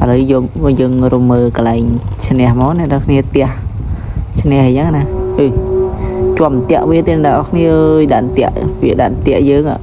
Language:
Khmer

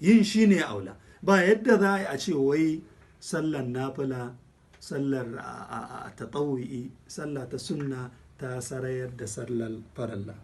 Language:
Hausa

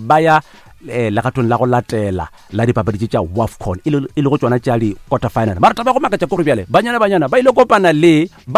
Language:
Northern Sotho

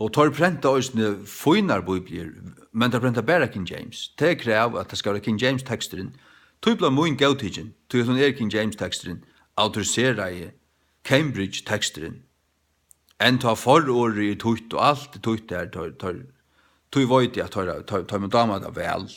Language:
Faroese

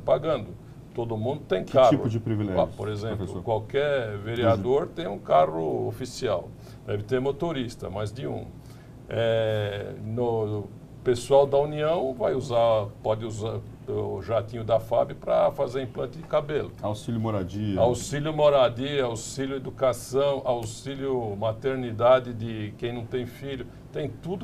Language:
Portuguese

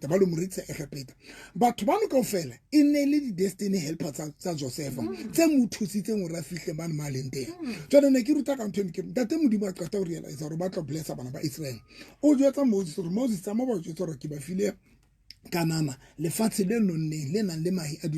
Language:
Southern Sotho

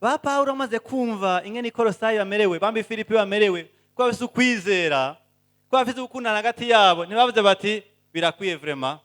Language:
Rundi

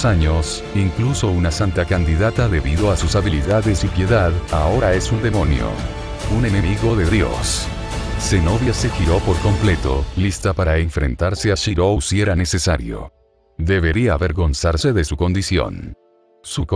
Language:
Spanish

